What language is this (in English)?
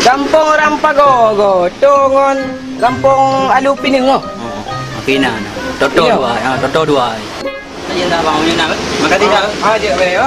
Achinese